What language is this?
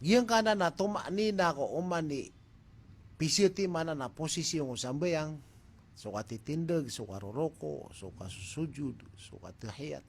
Maranao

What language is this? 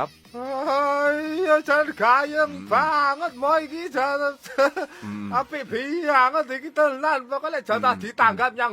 Javanese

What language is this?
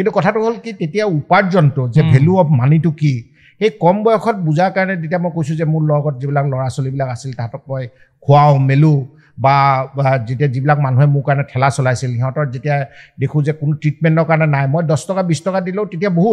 Assamese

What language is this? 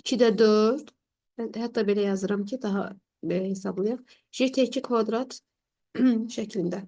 Azerbaijani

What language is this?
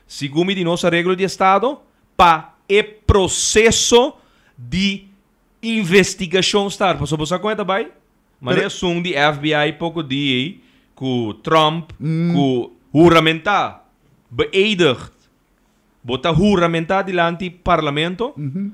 Papiamento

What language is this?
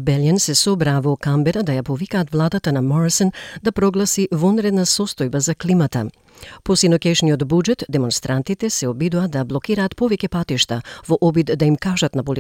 Macedonian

